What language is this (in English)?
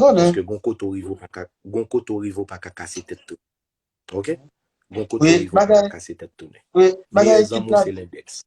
Haitian Creole